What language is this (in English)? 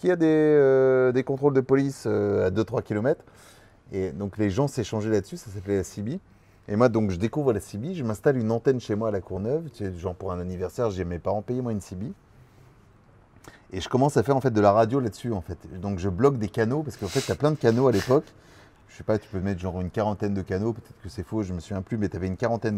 French